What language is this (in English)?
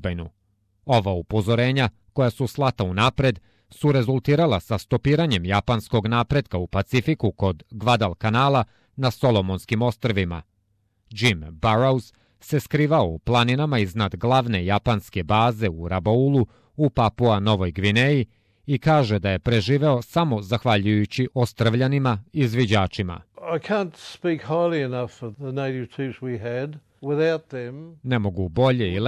Serbian